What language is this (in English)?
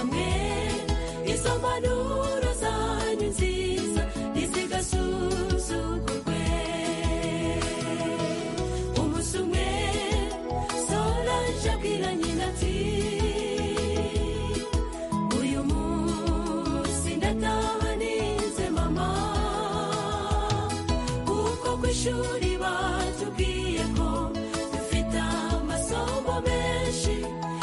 Kinyarwanda